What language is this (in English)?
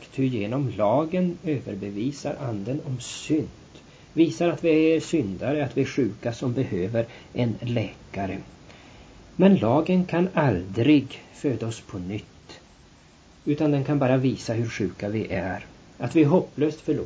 Swedish